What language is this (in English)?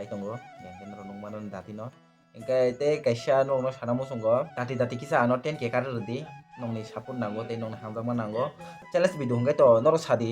Kok Borok